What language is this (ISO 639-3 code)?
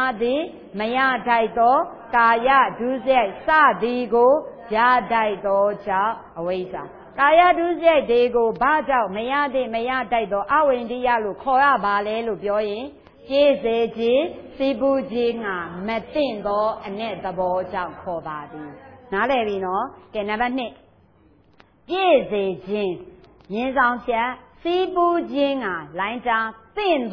mya